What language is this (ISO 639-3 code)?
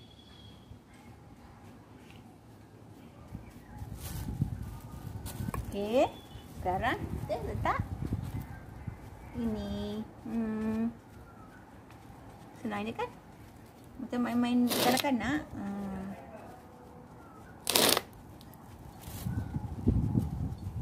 msa